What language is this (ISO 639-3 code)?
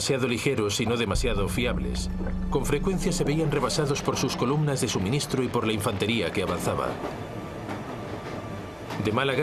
spa